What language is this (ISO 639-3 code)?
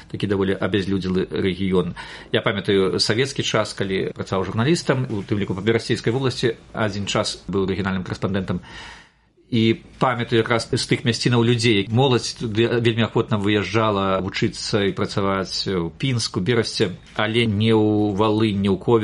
bel